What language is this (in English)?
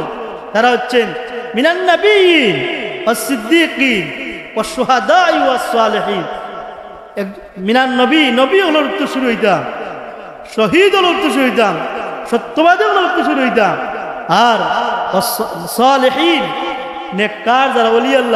Sylheti